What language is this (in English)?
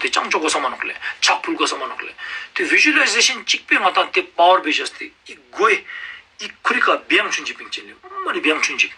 Ladakhi